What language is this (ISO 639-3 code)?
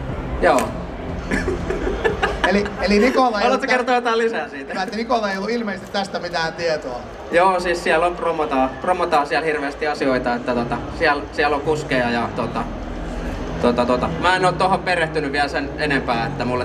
fin